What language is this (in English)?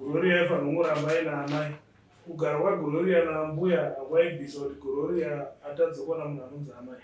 Shona